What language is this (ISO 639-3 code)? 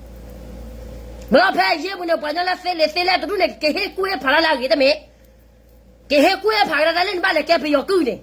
ksw